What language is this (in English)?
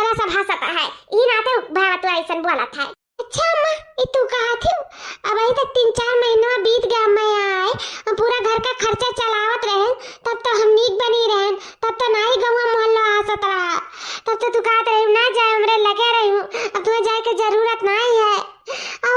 Awadhi